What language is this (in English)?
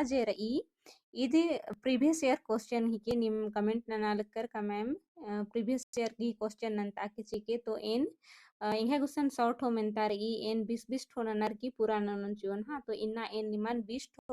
Kurukh